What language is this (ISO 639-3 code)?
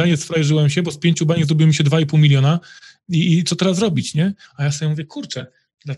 pol